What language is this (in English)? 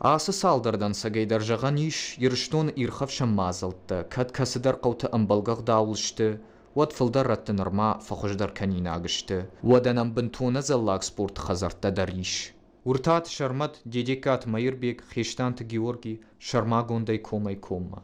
Ossetic